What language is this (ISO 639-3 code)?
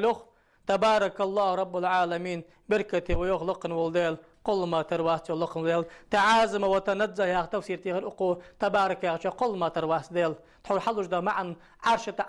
inh